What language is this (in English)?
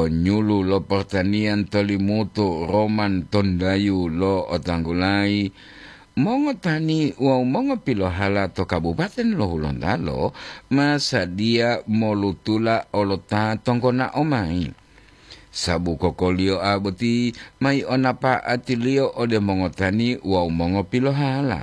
Gorontalo